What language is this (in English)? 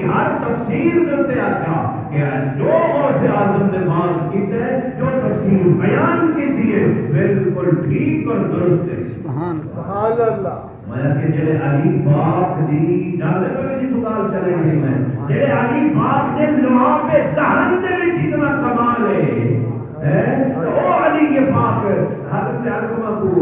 Saraiki